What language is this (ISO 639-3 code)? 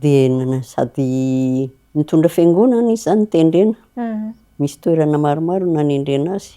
mlg